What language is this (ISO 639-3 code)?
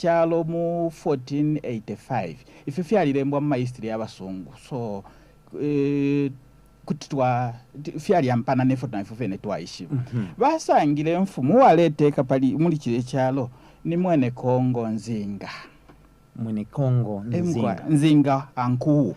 bem